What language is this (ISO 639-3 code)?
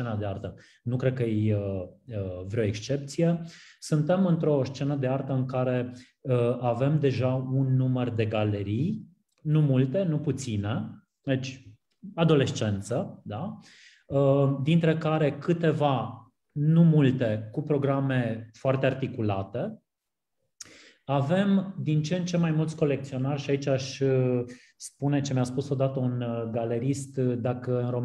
ron